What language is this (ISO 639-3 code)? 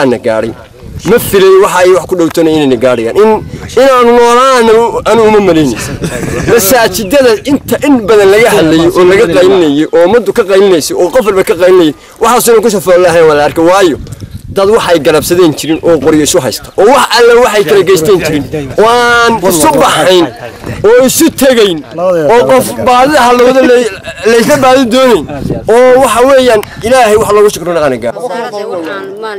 som